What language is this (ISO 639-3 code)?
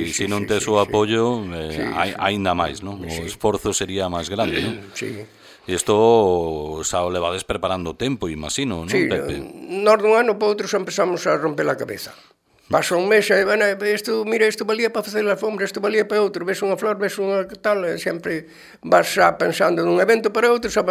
glg